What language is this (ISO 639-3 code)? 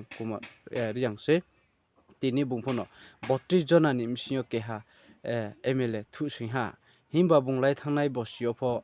ria